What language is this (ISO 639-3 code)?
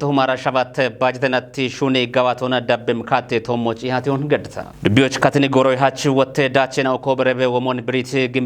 kbr